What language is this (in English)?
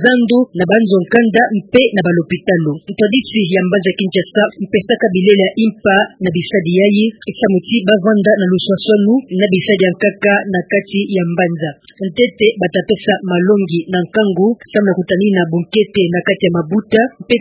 Kituba (Democratic Republic of Congo)